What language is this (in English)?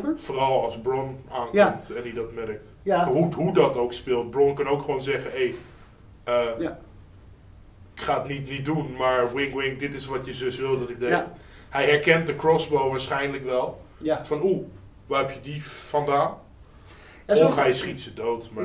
Dutch